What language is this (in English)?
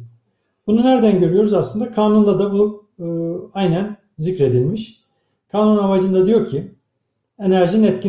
Turkish